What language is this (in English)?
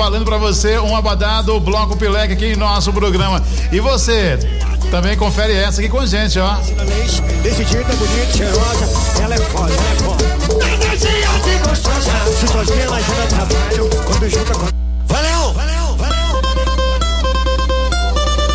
Portuguese